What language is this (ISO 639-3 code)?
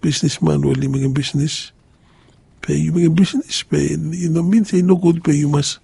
bis